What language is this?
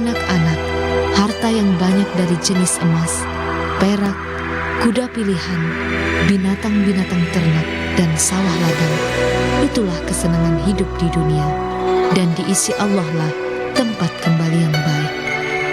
Banjar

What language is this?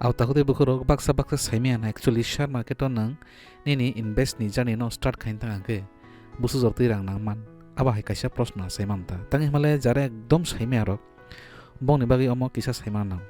Kok Borok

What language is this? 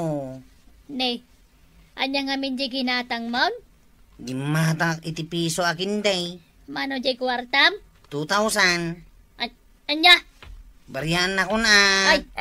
Iloko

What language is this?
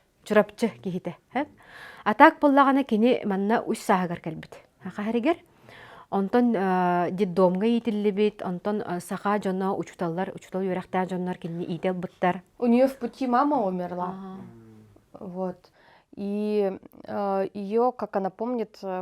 Yakut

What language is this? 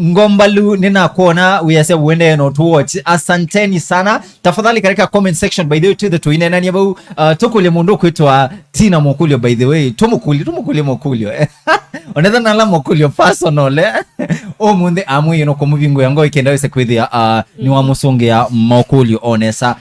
Kamba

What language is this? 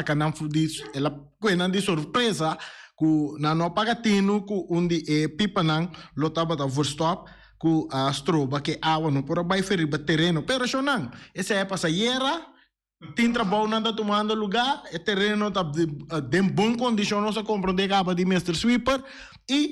Papiamento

